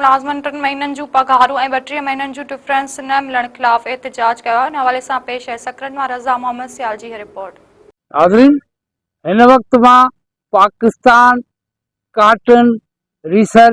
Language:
Sindhi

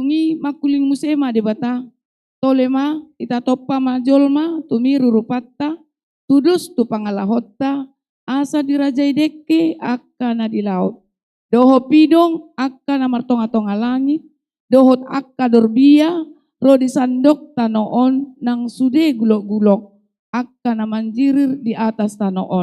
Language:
Batak Toba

